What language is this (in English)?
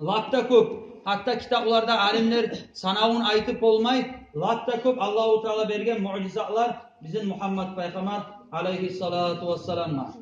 Kumyk